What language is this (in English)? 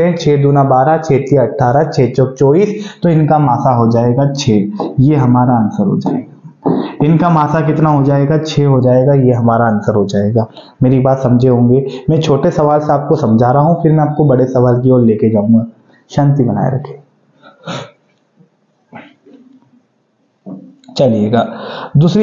Hindi